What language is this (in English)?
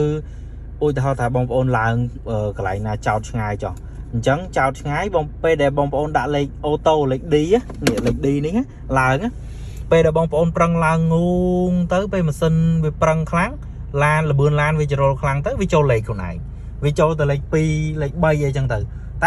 Khmer